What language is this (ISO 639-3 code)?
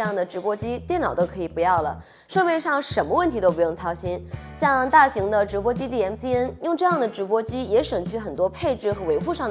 zho